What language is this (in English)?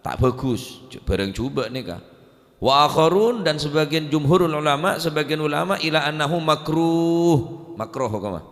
Madurese